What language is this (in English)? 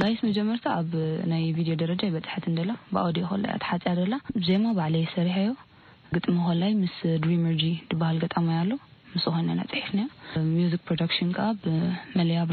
Tigrinya